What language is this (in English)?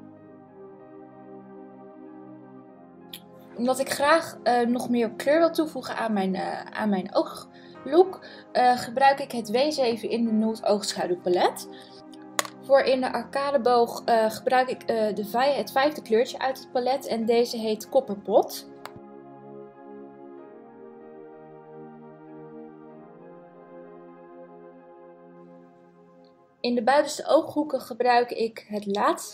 Dutch